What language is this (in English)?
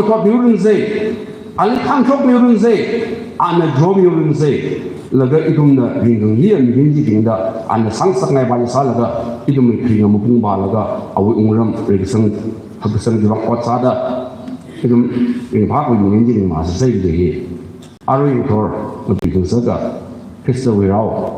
Tangkhul Naga (India)